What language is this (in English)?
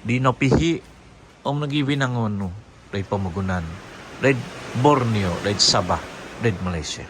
Central Dusun